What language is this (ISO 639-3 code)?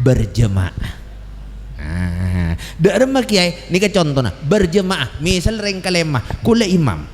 mad